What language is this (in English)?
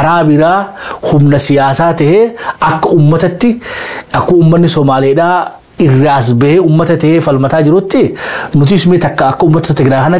Oromo